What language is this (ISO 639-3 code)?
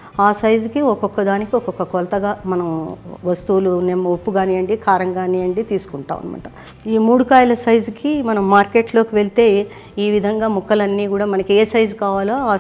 tel